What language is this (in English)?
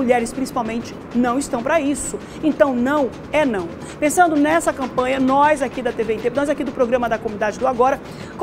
Portuguese